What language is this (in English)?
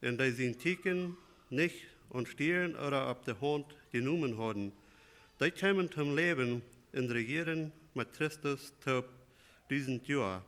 Plautdietsch